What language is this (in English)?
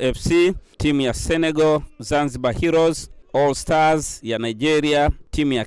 Swahili